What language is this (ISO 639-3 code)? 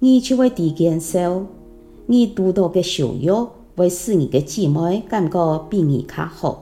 hak